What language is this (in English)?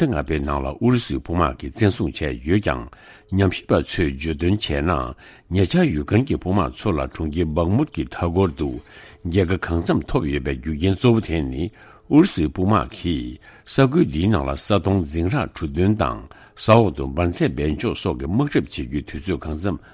Tibetan